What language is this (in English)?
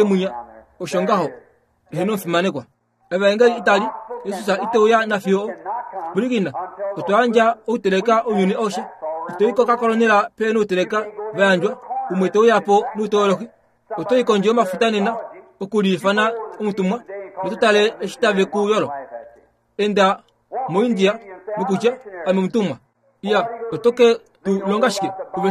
Kuanyama